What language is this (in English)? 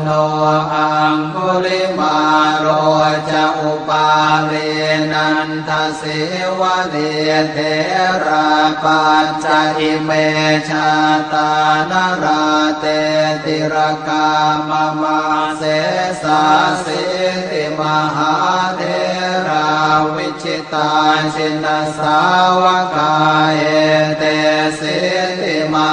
Pali